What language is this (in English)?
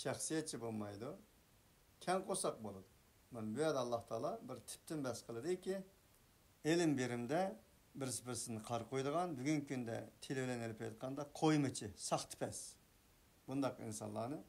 Uyghur